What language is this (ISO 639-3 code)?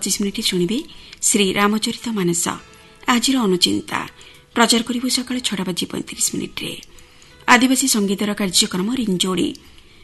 ori